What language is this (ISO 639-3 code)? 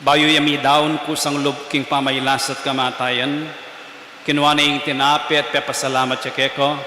pam